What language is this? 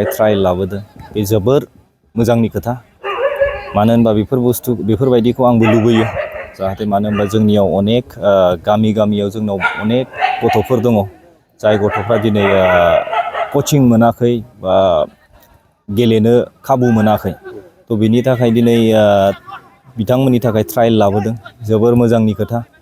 Bodo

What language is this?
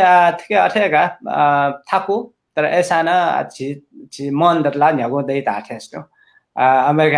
Newari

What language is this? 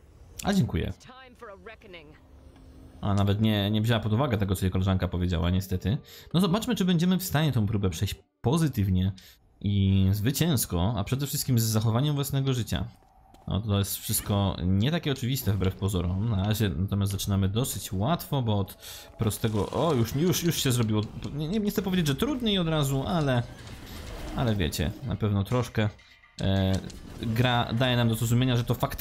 Polish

